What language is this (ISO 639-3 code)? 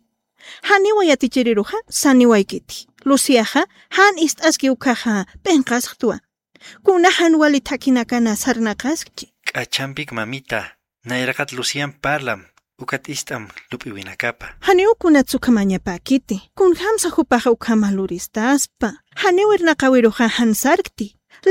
aym